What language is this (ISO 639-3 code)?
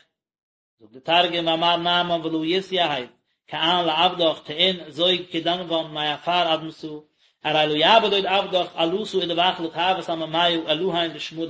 yid